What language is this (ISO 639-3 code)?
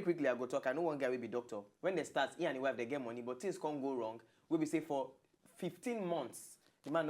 pcm